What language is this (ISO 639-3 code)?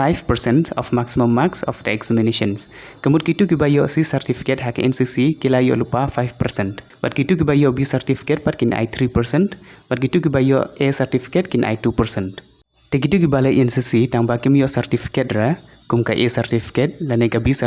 kha